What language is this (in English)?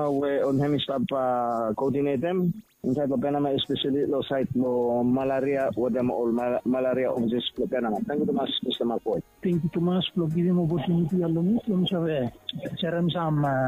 Bislama